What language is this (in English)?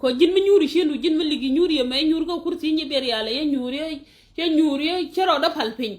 Nuer